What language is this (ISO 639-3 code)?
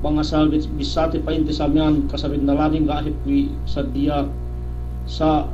yka